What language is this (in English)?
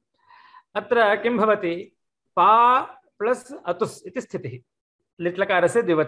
Sanskrit